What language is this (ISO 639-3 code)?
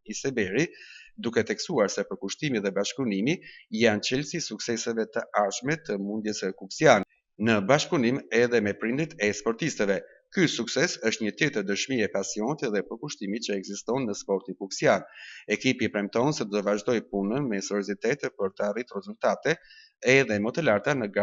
sqi